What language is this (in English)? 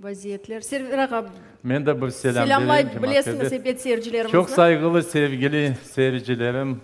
Crimean Tatar